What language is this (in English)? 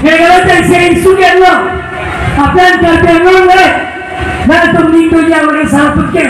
Karbi